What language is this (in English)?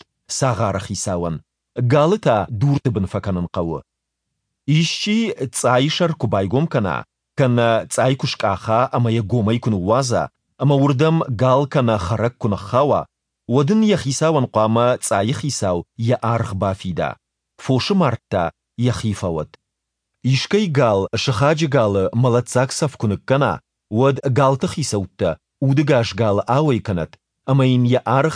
Ossetic